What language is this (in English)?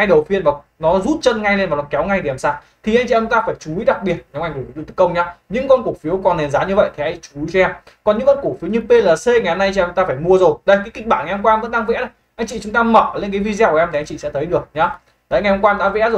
Vietnamese